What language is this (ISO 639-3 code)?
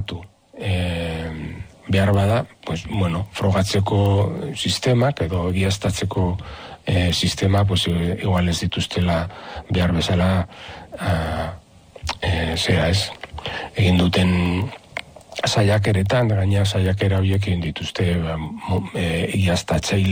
eus